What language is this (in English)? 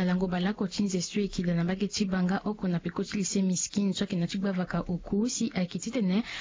Sango